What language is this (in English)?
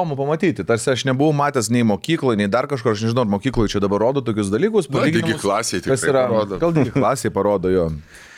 Lithuanian